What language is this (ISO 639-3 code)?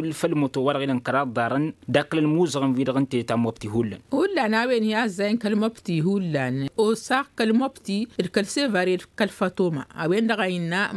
taq